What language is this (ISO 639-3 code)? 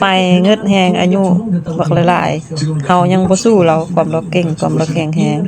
lao